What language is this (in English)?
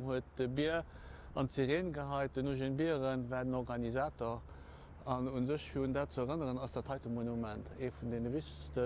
Luxembourgish